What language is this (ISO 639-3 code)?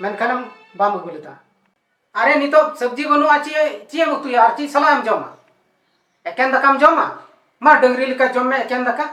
sat